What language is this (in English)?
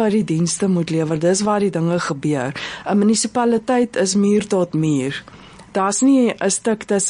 Afrikaans